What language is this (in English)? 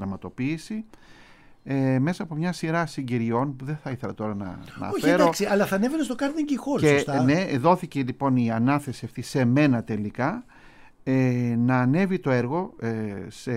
Greek